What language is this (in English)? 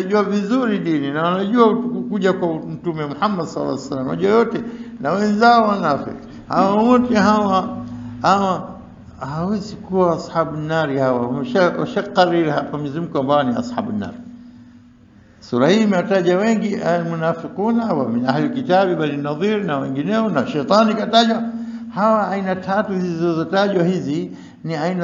Swahili